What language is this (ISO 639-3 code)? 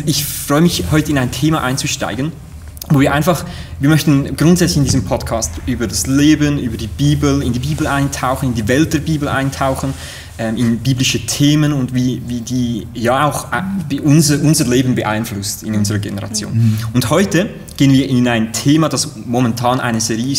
gsw